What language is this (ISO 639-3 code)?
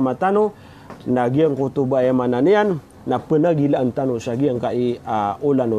mrw